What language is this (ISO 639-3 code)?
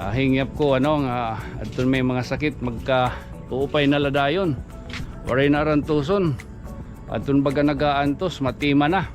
war